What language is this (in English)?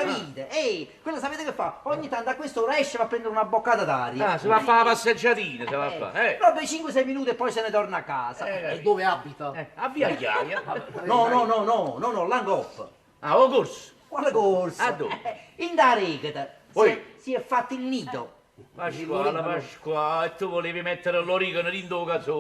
Neapolitan